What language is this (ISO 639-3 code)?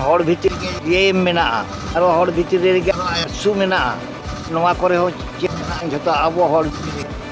sat